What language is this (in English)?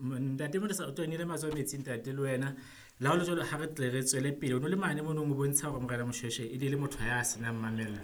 Southern Sotho